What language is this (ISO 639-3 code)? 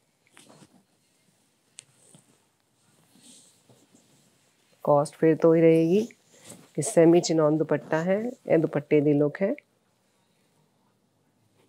hin